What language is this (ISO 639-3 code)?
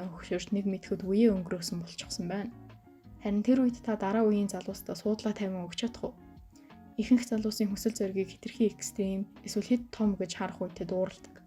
mon